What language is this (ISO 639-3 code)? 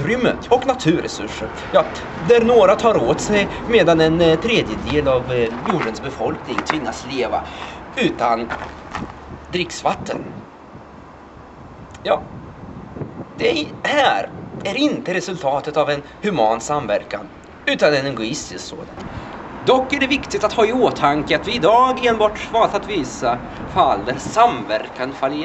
swe